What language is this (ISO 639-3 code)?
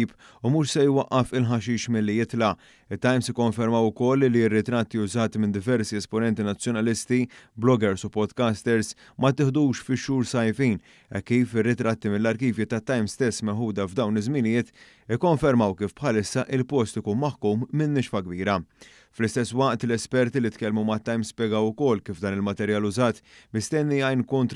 mlt